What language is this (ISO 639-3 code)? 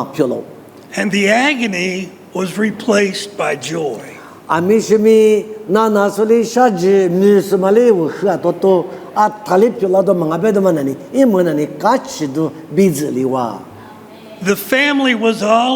lis